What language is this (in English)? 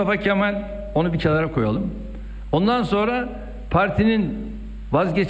Turkish